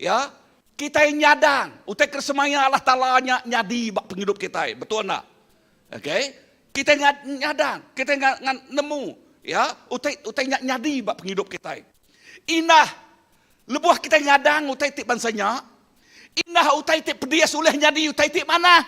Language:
Iban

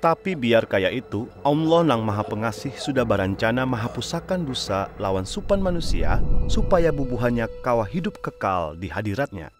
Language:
Banjar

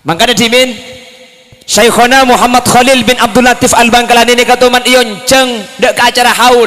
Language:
Madurese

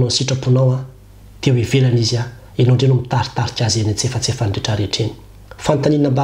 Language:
Malagasy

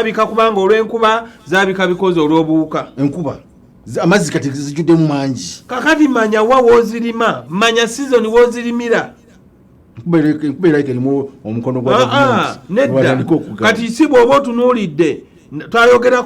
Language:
Ganda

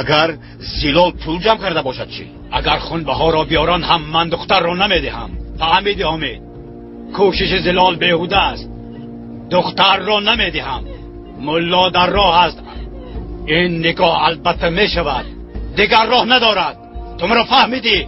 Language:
Tajik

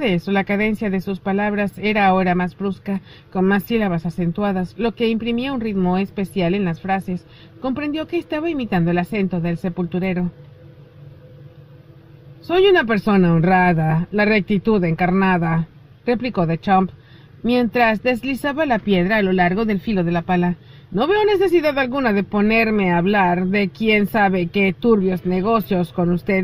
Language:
Spanish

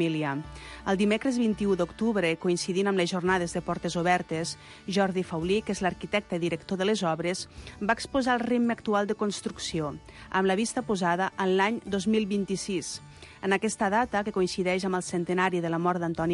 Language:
Catalan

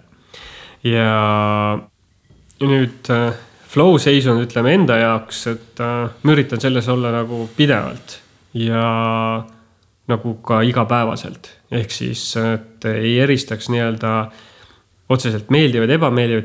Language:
Estonian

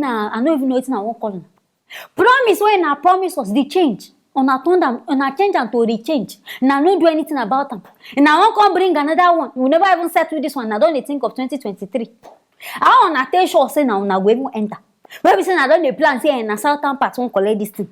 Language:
Nigerian Pidgin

